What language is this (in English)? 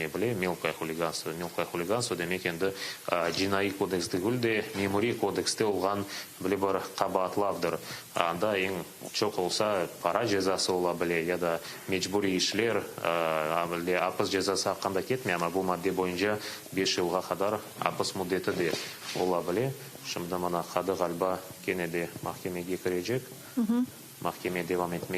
Crimean Tatar